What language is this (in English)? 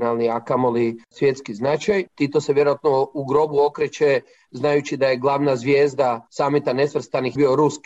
Croatian